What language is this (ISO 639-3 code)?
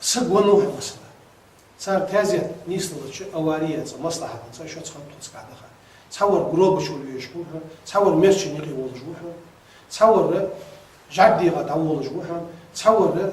inh